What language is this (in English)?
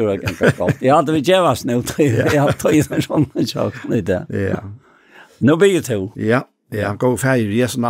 Faroese